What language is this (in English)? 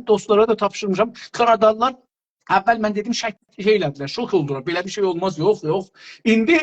South Azerbaijani